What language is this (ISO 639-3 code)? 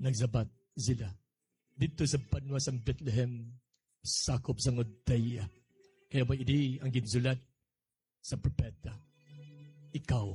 hil